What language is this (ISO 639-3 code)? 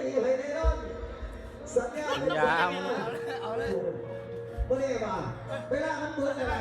lao